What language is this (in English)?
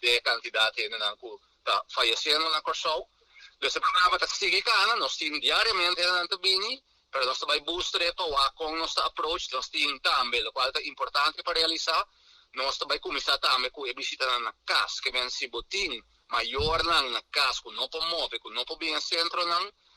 Papiamento